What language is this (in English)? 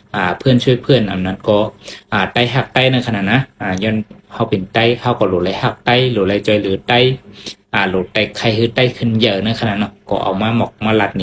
Shan